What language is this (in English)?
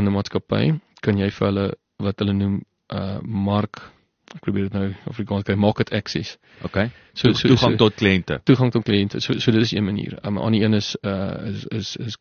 Afrikaans